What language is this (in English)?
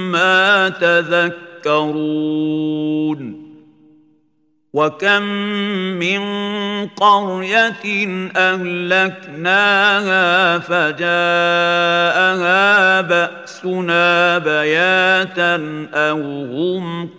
Arabic